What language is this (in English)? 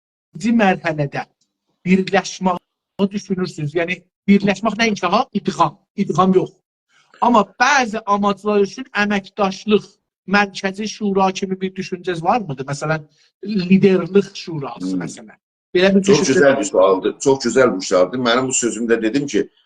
South Azerbaijani